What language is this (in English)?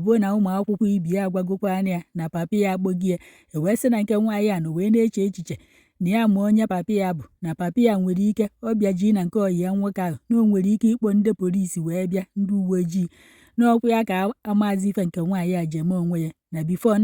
Igbo